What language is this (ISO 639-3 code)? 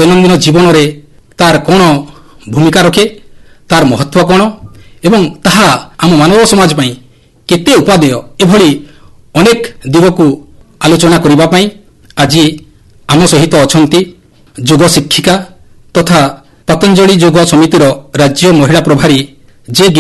ori